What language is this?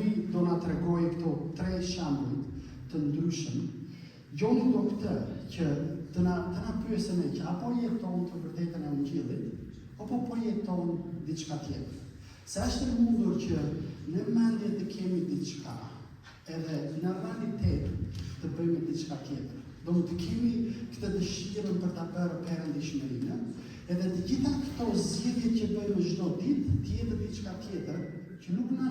Albanian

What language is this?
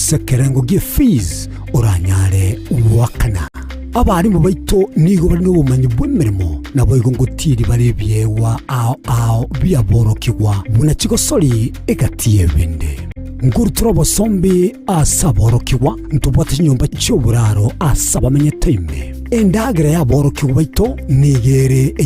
Gusii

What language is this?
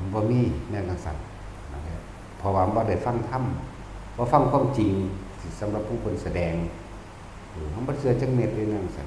Northeastern Thai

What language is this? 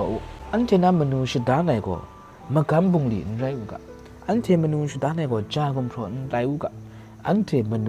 Kachin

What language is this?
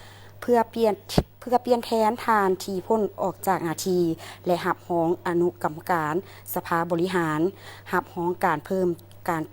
Lao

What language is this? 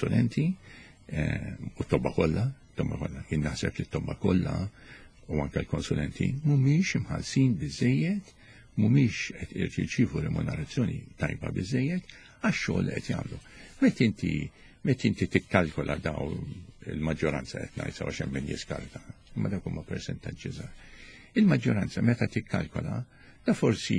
Maltese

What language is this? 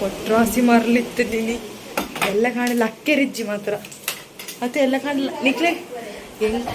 Tulu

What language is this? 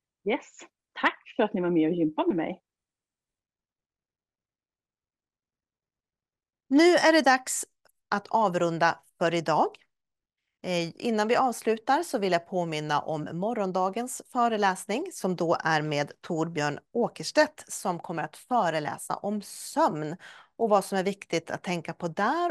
Swedish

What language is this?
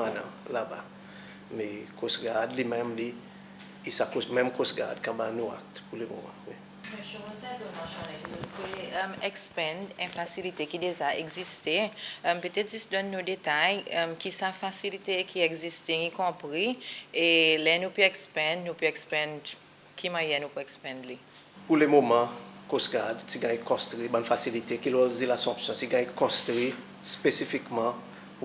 Seselwa Creole French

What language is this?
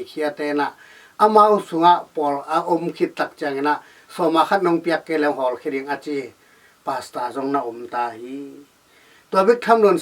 Tedim Chin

